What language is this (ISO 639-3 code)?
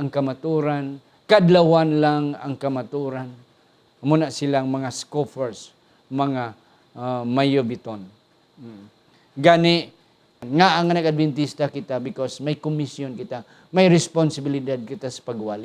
hil